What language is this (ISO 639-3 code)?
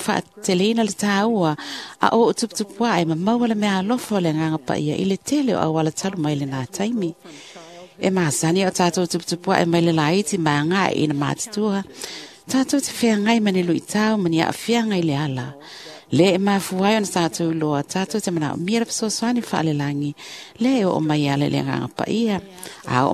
smo